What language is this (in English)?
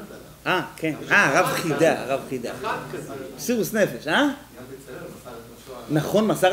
Hebrew